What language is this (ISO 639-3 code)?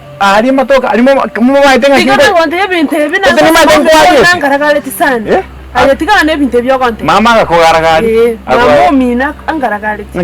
guz